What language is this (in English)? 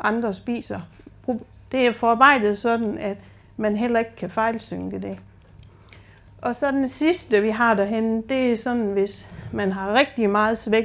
Danish